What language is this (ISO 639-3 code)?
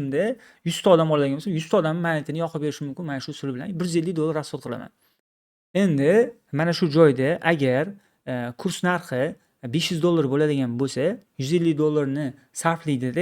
uzb